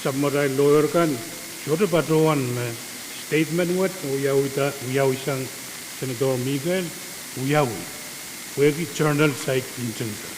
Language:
Pohnpeian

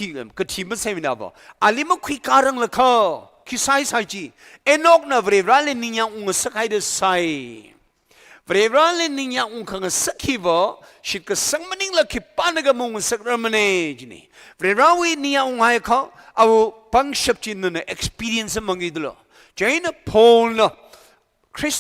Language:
Tangkhul Naga (India)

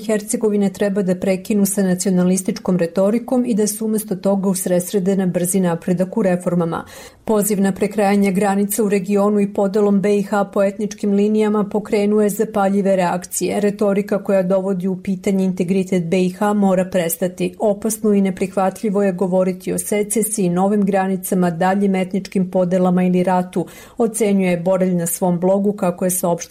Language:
Serbian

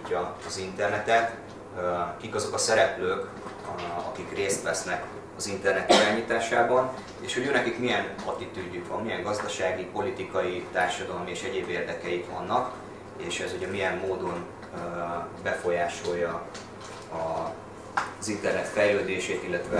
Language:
Hungarian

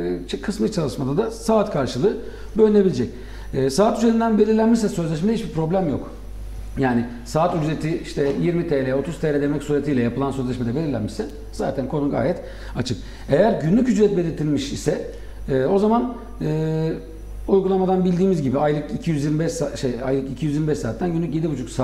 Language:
Turkish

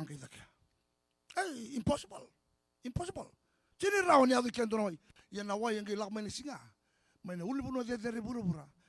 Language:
Fijian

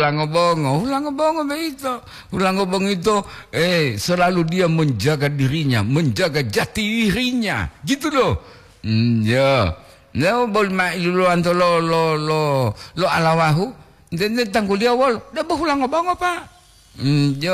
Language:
Gorontalo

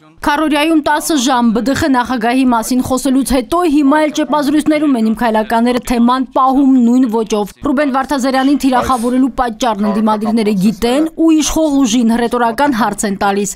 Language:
Armenian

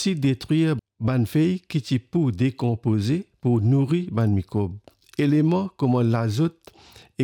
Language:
Morisyen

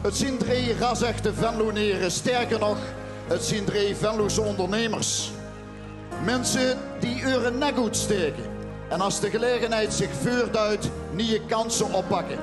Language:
Limburgish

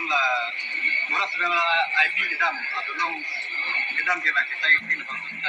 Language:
Karbi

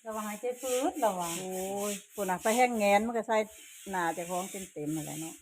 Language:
Northeastern Thai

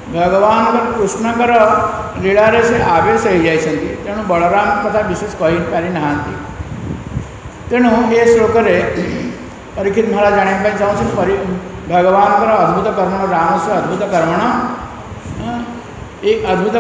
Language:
Odia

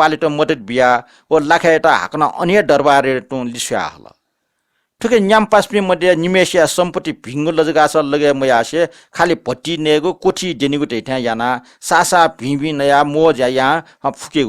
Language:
Newari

